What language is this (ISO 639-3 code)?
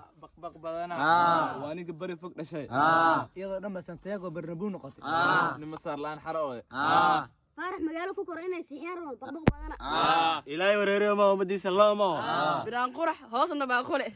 som